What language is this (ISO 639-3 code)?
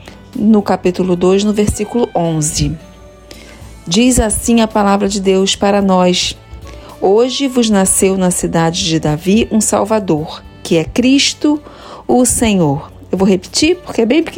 por